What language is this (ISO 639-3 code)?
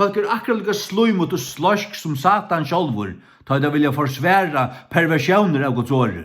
fao